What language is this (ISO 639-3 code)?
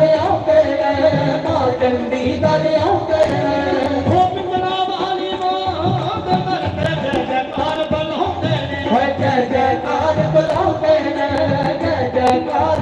doi